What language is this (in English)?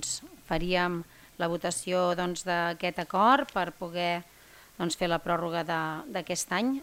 Catalan